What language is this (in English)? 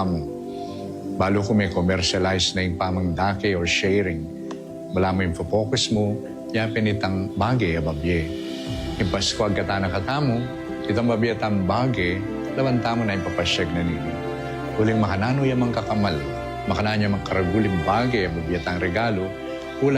Pampanga